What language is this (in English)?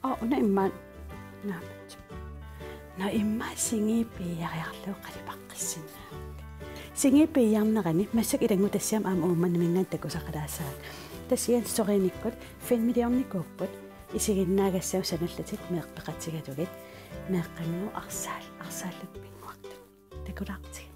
Kalaallisut